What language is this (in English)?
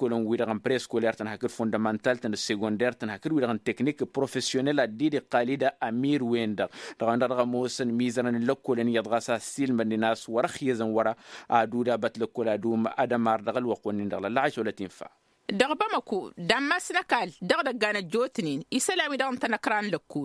Tamasheq